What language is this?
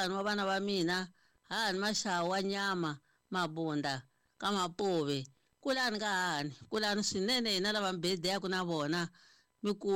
Tsonga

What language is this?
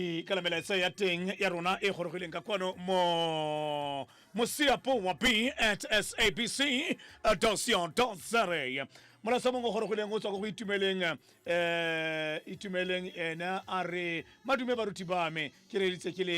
Tswana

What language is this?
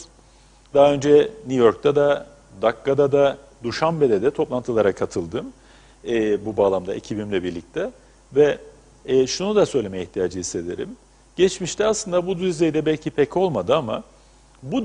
Turkish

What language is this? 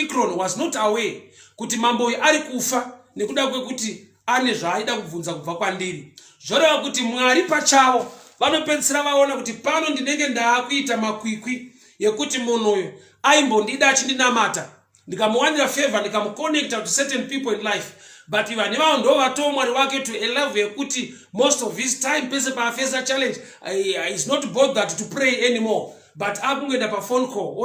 Shona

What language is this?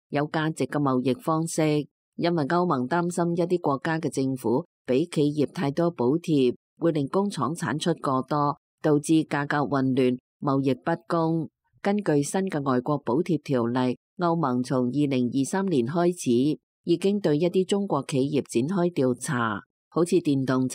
Cantonese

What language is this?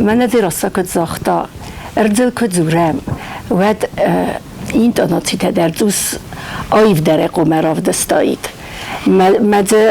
Ossetic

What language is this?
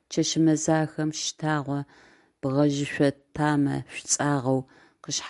Adyghe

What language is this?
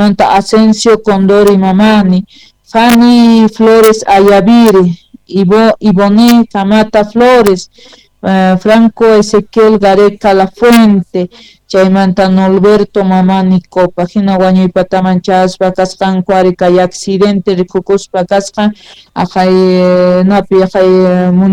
South Bolivian Quechua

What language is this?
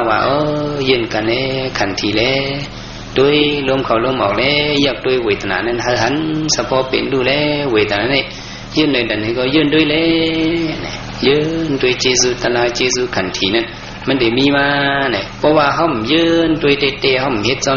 Shan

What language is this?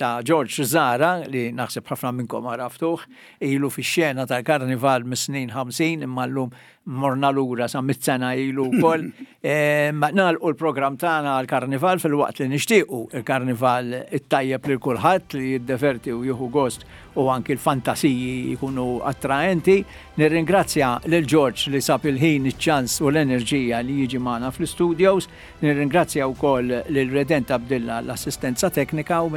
Maltese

